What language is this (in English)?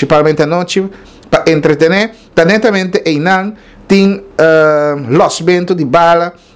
Papiamento